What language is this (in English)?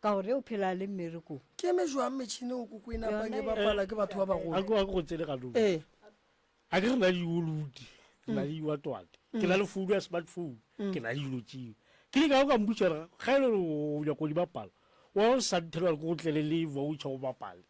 Northern Sotho